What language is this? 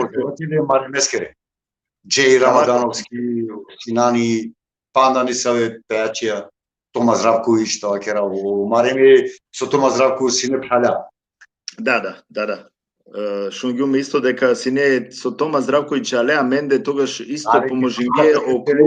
Balkan Romani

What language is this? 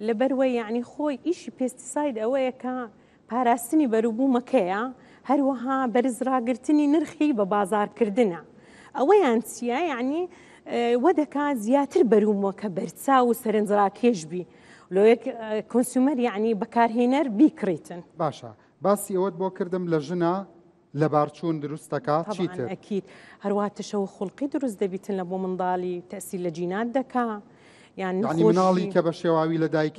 Central Kurdish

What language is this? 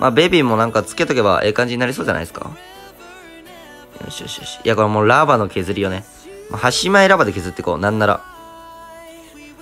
Japanese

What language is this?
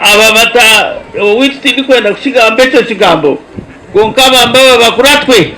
Nyankole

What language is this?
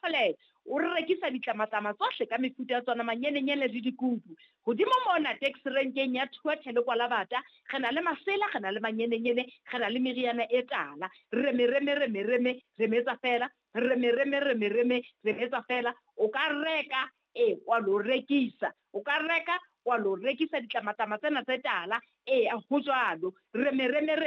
Southern Sotho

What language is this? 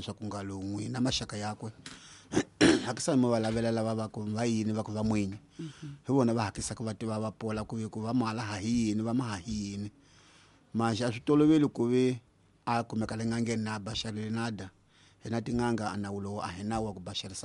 Tsonga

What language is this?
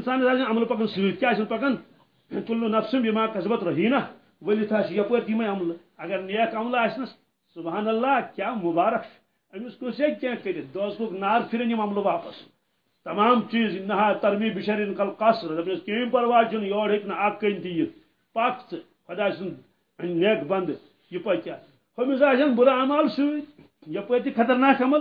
Kashmiri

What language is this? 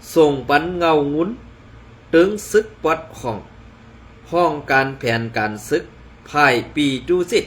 Shan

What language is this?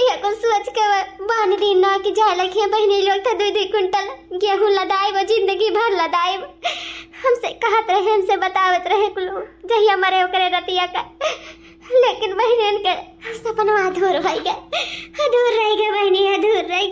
Awadhi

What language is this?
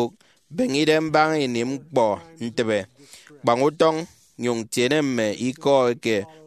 Efik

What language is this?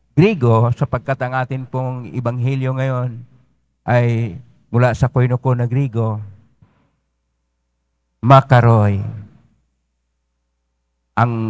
Filipino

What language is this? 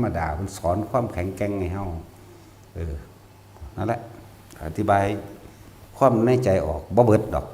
Northeastern Thai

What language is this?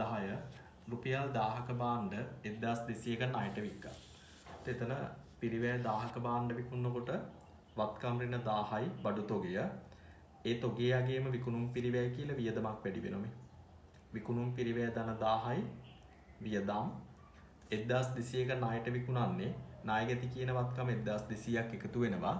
Sinhala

